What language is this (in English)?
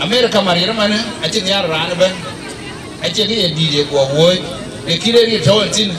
Dinka